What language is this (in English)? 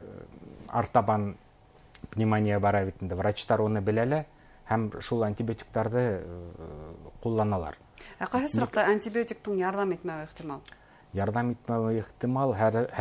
Bashkir